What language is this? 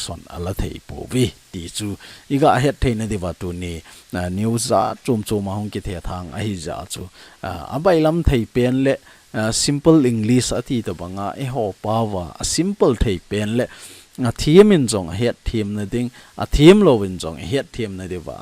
Thado Chin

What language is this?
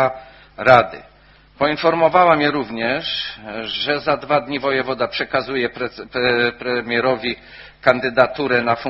Polish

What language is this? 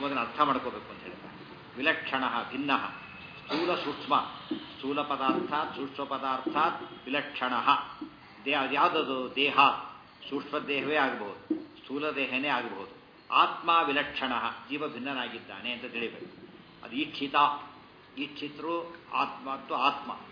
Kannada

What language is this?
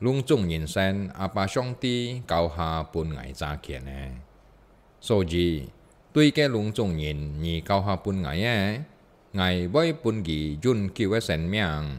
Hakka Chinese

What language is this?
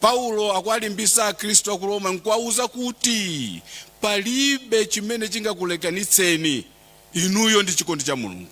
Nyanja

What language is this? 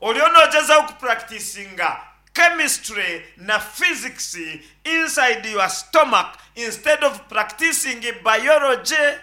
Nyankole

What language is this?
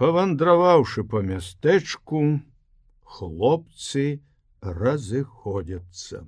Belarusian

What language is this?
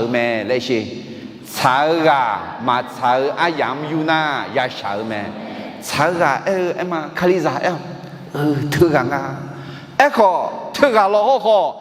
Akha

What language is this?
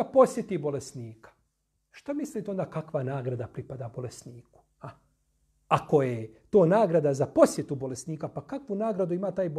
Bosnian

